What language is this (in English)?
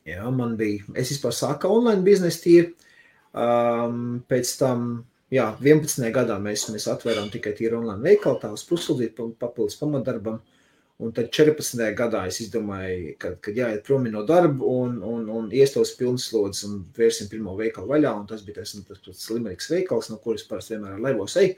Latvian